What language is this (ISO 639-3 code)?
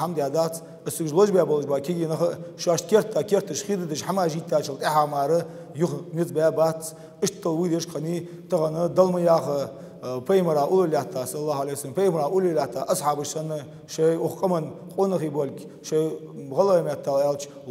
inh